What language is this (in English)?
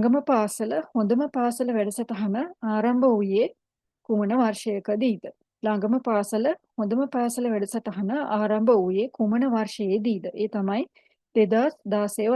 Sinhala